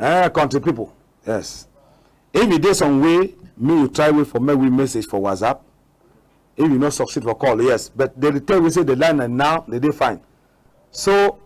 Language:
Cameroon Pidgin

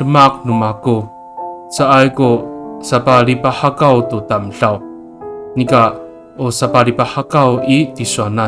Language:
Amis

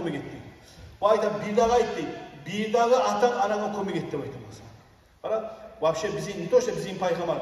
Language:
Kumyk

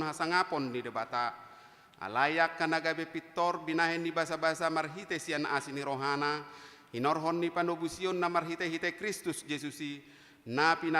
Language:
Batak Toba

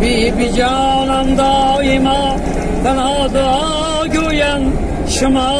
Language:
Tajik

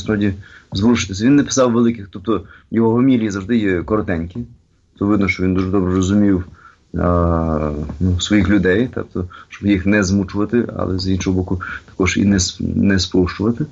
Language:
Ukrainian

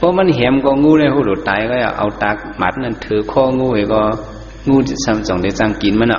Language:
Shan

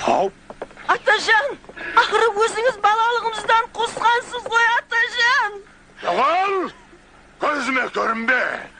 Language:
Kara-Kalpak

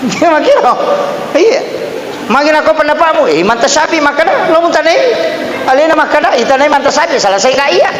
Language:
Buginese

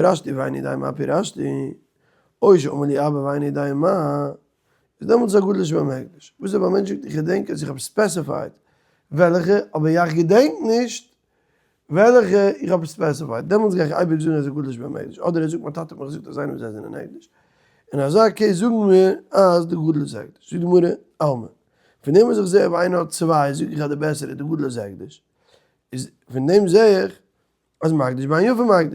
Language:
Yiddish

